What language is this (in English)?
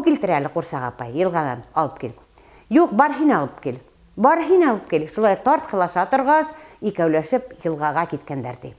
Bashkir